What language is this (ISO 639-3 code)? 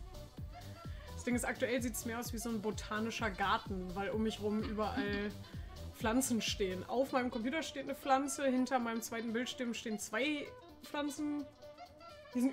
deu